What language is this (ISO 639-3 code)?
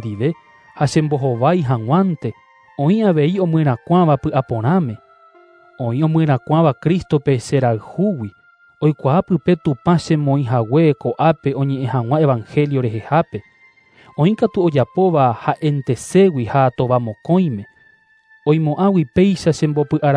grn